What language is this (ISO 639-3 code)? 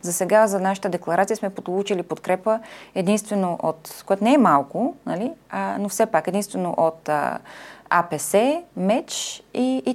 bul